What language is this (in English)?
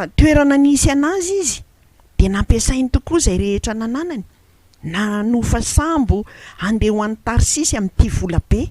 Malagasy